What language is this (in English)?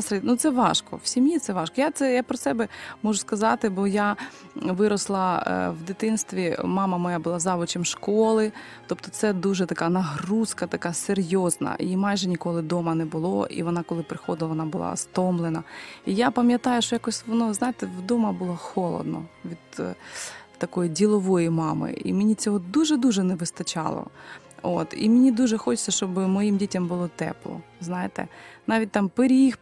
Ukrainian